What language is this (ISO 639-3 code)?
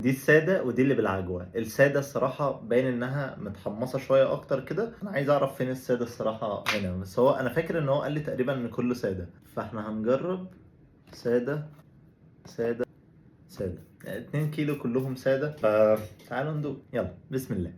arz